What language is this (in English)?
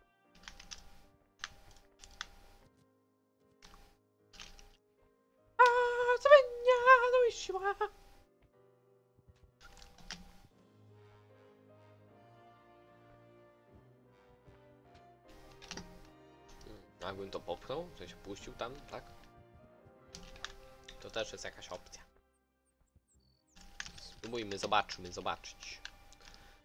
Polish